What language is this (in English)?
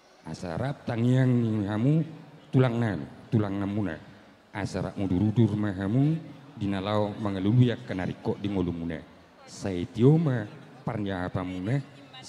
Batak Toba